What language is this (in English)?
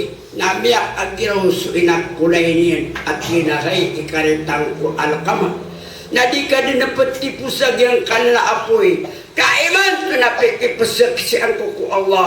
Maranao